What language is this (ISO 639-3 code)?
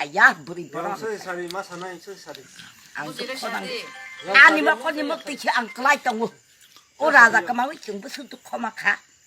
trp